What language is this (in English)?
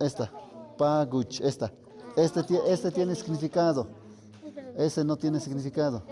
Tlahuitoltepec Mixe